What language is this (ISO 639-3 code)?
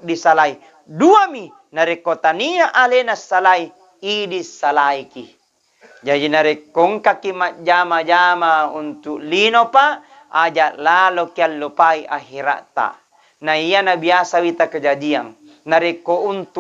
bug